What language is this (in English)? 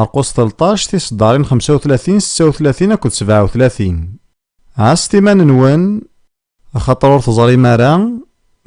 Kabyle